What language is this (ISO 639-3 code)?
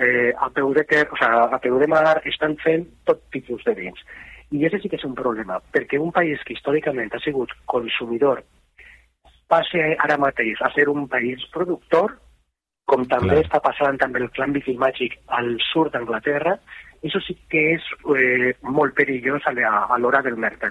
cat